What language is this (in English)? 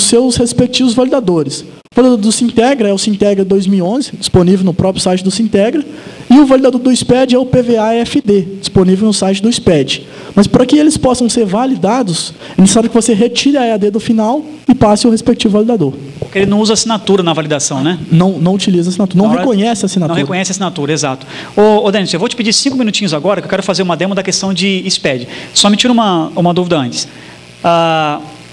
Portuguese